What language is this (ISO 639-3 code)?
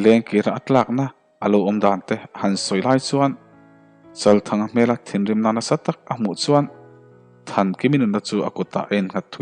lus